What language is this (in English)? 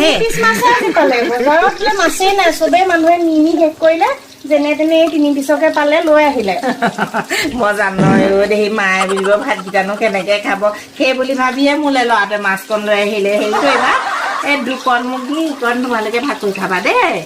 Assamese